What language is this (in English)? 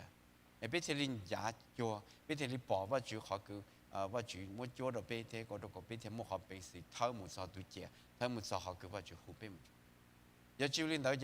Hmong